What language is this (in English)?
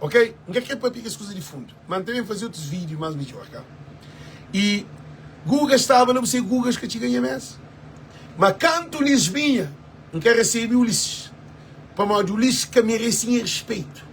Kabuverdianu